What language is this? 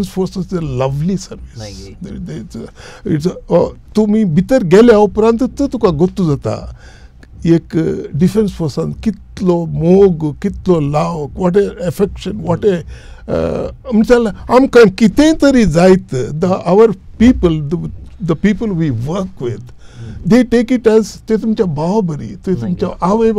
Konkani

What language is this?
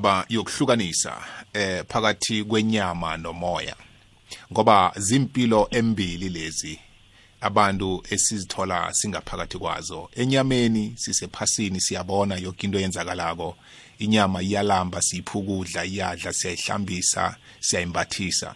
South Ndebele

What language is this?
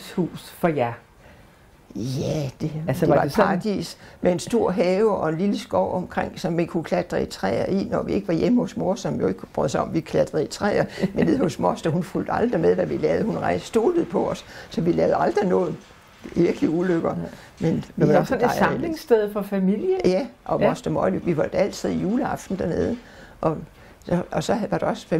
Danish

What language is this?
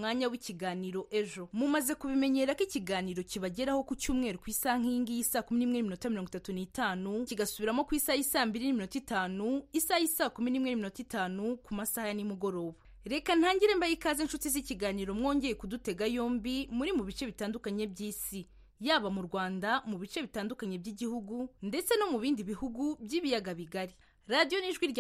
Kinyarwanda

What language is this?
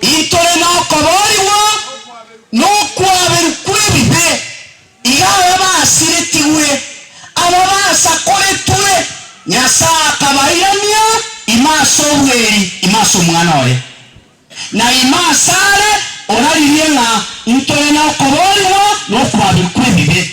Gusii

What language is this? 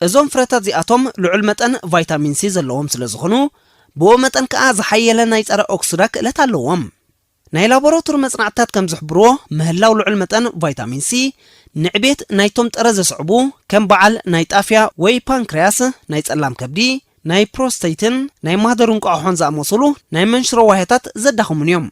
Tigrinya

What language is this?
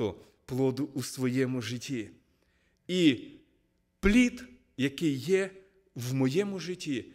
Ukrainian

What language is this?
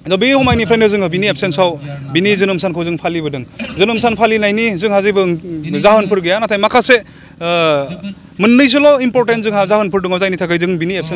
Bodo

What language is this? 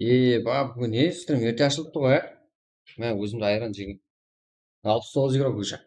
Kara-Kalpak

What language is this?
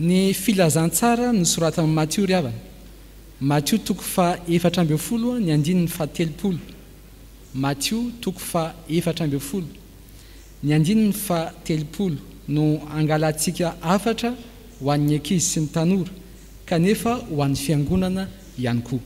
Malagasy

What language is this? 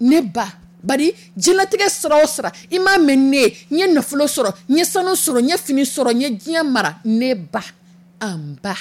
Dyula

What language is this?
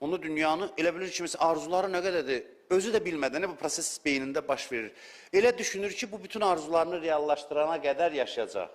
Azerbaijani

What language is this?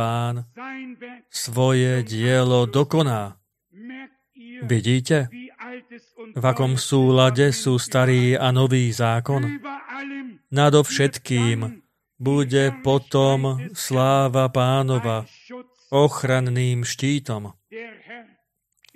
Slovak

